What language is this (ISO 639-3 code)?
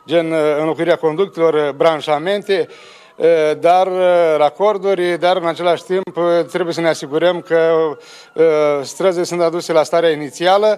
ron